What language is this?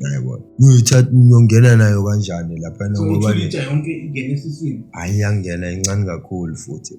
Zulu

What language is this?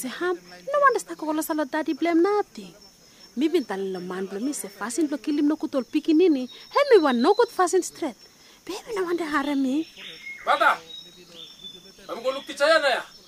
Bislama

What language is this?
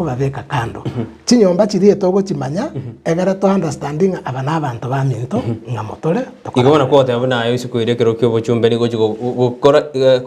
Gusii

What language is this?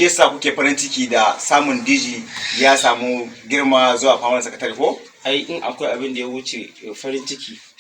Hausa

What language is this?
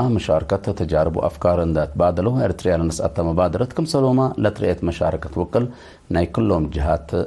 Tigre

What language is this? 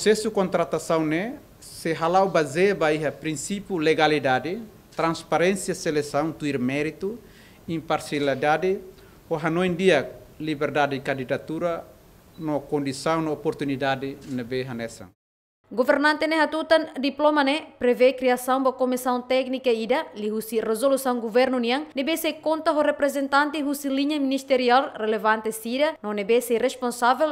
Tetum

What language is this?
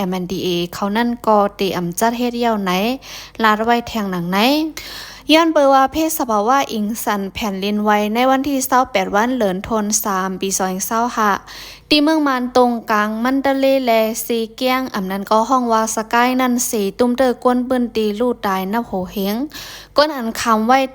Shan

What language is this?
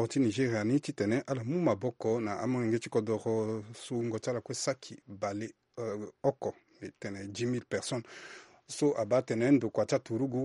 Sango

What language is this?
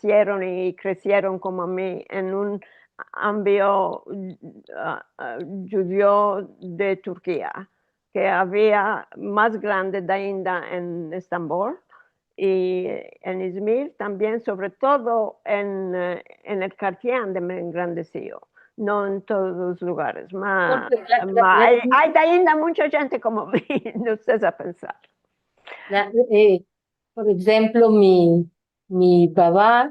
Ladino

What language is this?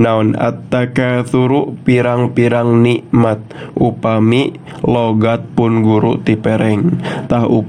Sundanese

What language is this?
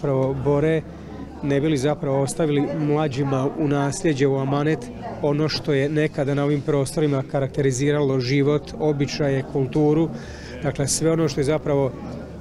Croatian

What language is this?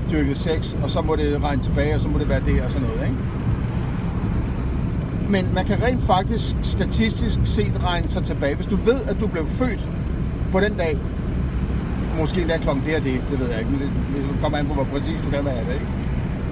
Danish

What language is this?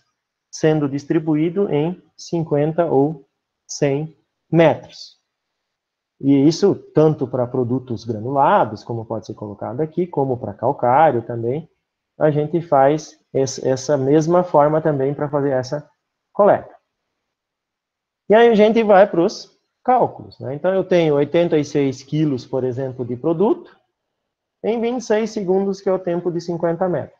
Portuguese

